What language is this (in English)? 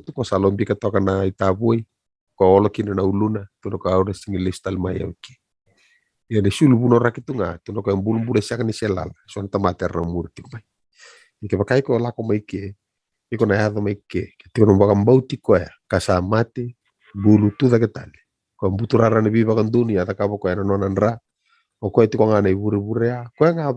Fijian